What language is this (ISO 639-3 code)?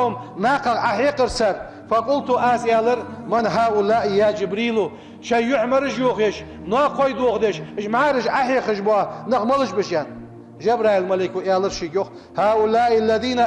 inh